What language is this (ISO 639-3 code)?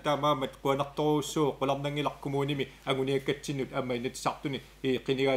kal